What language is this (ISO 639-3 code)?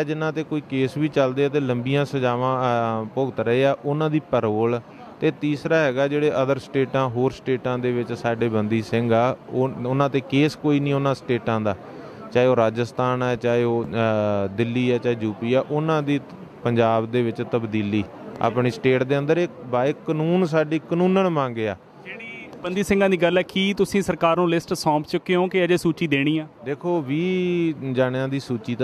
pan